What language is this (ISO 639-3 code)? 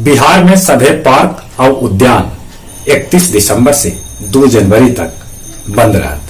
mag